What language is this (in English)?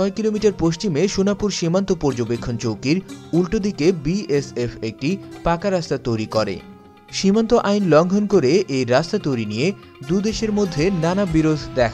Bangla